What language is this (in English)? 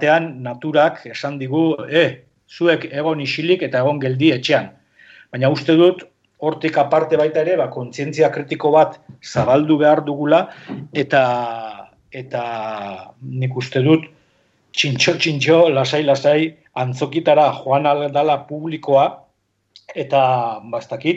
Basque